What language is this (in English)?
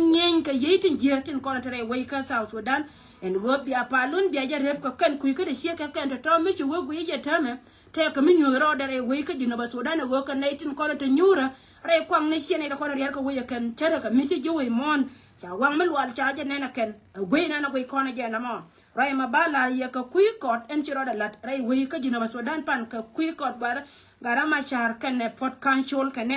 Nuer